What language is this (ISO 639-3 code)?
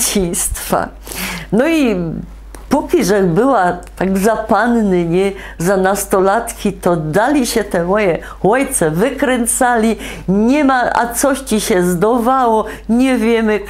szl